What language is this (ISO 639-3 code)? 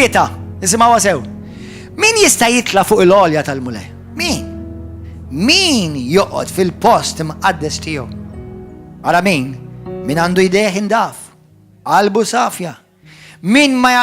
mlt